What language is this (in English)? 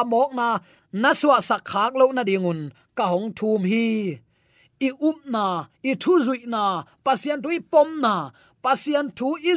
Tedim Chin